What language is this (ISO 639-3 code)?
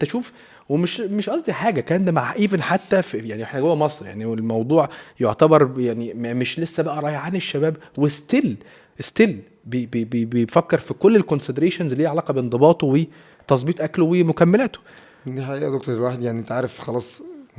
arz